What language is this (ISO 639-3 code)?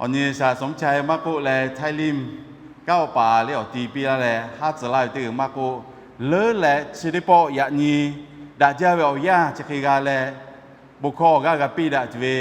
lhu